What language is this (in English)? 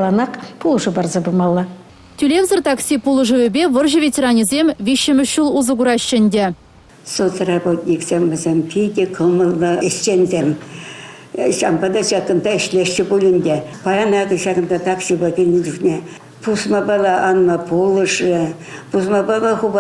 Chuvash